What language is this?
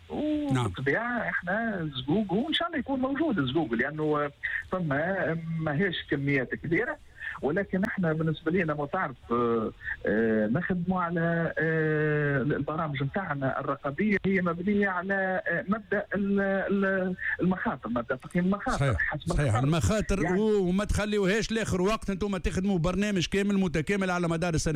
Tunisian Arabic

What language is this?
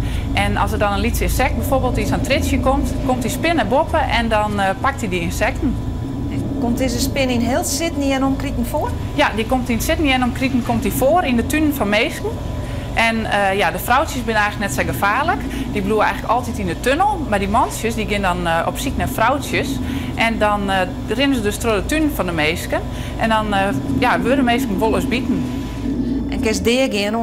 Western Frisian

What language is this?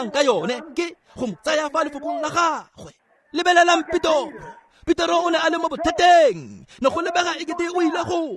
Tswana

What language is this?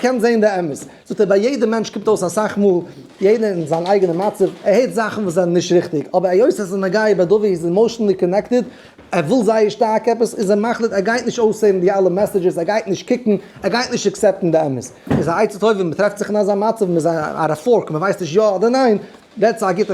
Yiddish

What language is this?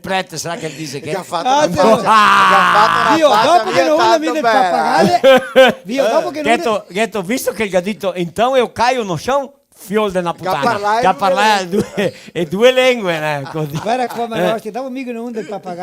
Venetian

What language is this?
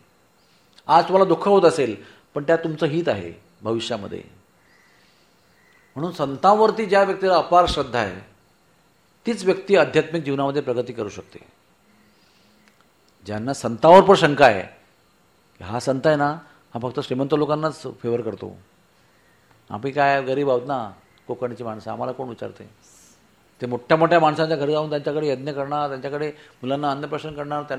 Marathi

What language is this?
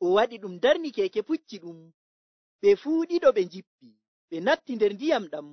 Nigerian Fulfulde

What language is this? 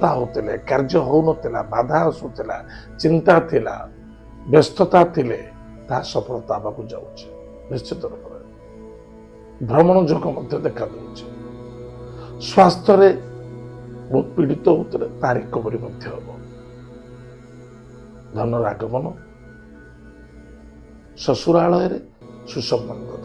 Odia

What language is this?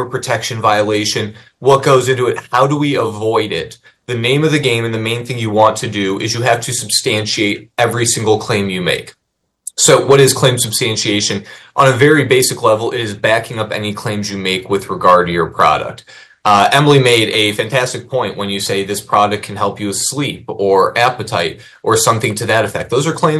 English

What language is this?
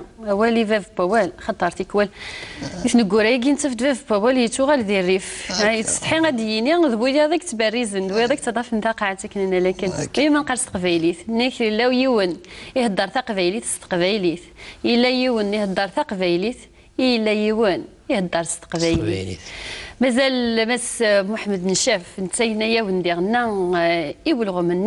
Kabyle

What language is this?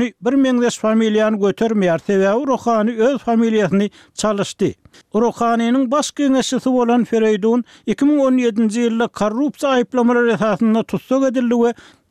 Turkmen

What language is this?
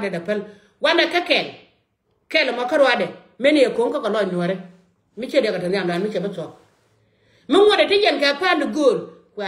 Nuer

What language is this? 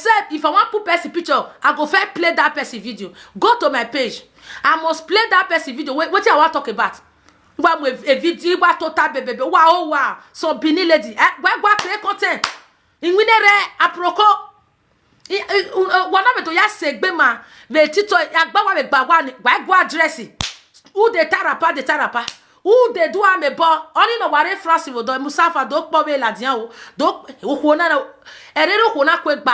Nigerian Pidgin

